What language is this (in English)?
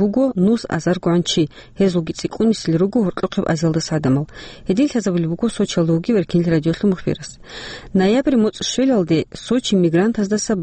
Avaric